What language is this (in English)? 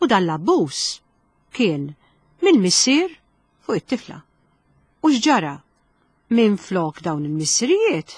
Maltese